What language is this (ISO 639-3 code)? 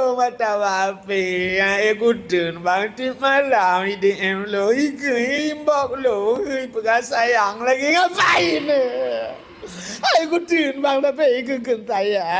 ace